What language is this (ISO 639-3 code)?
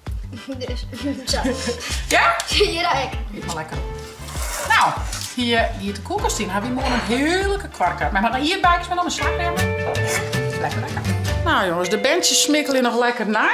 fry